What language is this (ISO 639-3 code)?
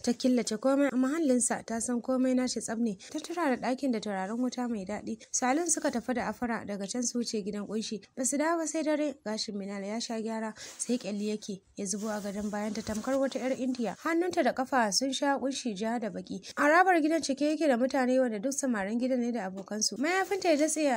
hau